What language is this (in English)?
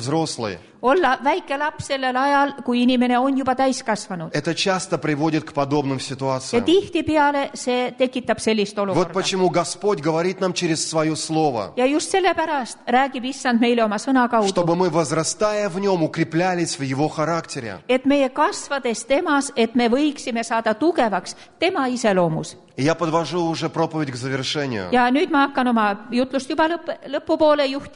Estonian